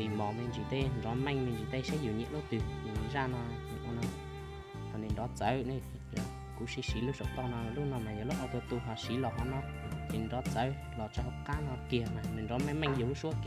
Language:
Hmong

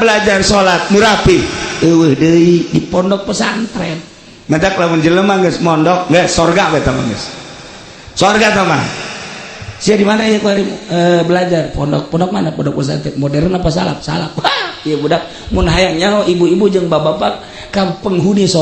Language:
Sundanese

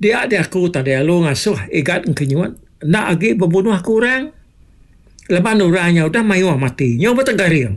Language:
Iban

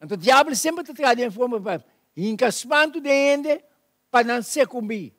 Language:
Papiamento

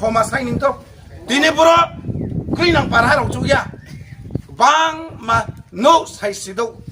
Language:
Riang (India)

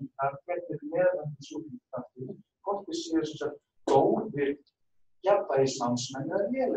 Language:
Icelandic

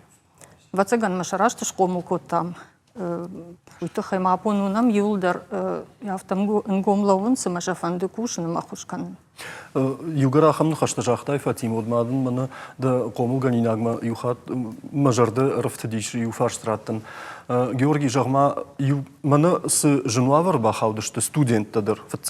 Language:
Ossetic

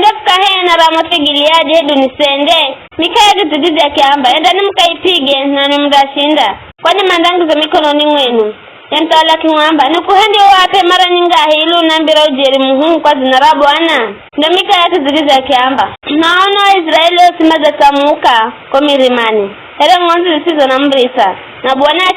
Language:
Giryama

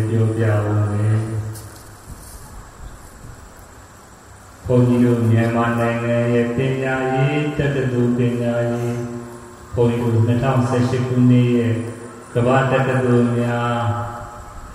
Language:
Burmese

